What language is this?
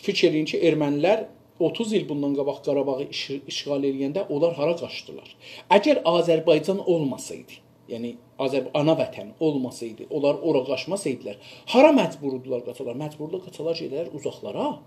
South Azerbaijani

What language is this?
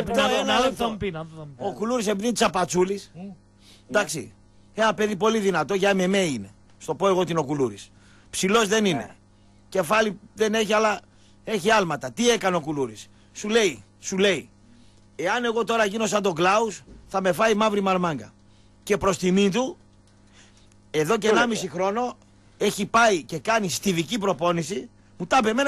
Greek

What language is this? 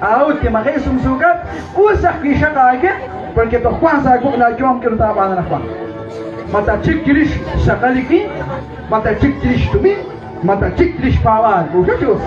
Kekchí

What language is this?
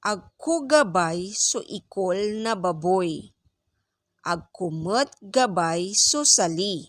Pangasinan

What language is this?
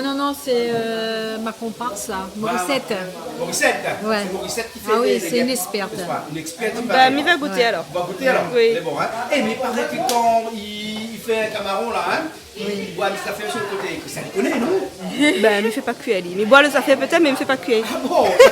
Réunion Creole French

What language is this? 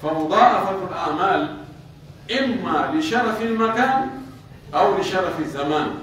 Pular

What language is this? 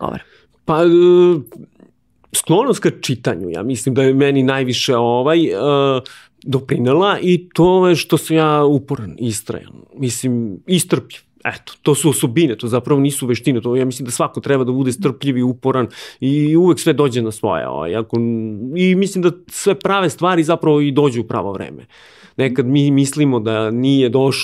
Serbian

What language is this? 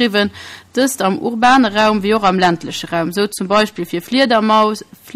Luxembourgish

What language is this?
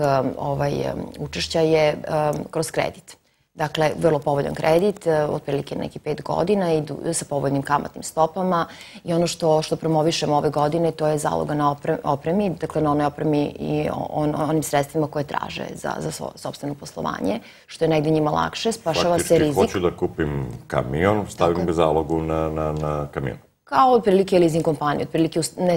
Serbian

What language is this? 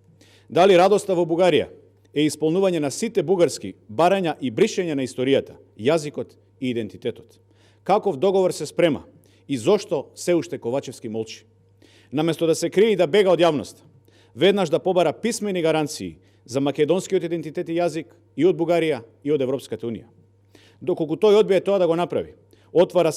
Macedonian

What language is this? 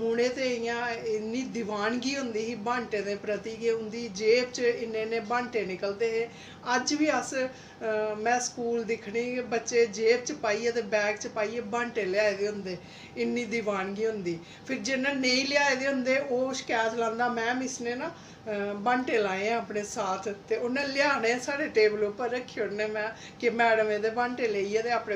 Dogri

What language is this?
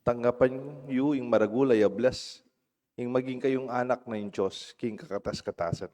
Pampanga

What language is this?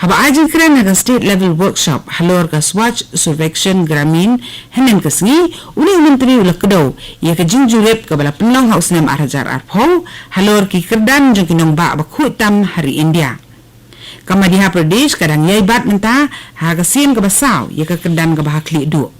Khasi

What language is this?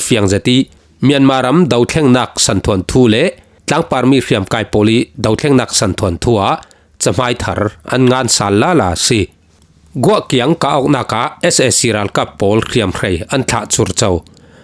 Falam Chin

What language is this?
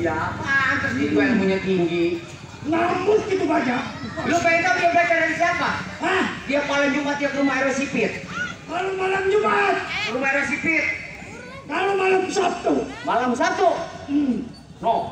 Betawi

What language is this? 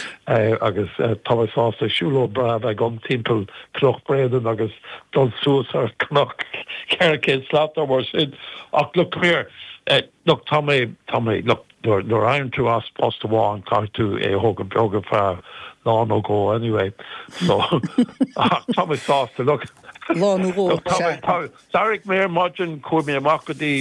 Irish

